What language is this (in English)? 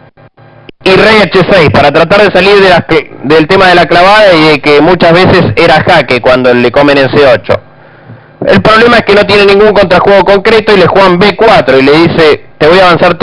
Spanish